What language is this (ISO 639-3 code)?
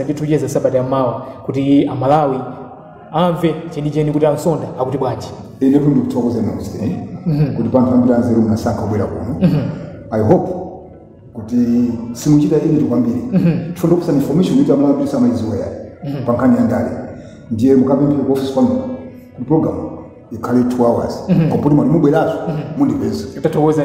nya